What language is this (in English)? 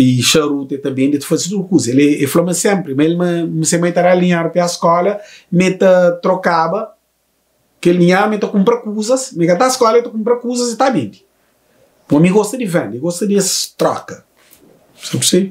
Kabuverdianu